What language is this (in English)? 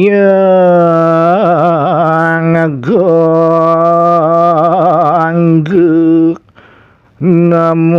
Balinese